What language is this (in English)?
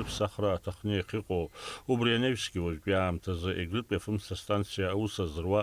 Abkhazian